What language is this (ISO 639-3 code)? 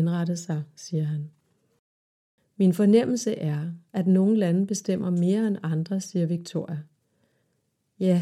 dan